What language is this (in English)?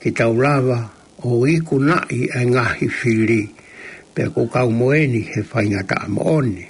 Tongan